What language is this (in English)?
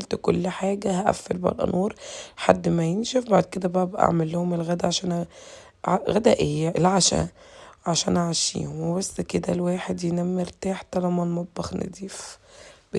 Egyptian Arabic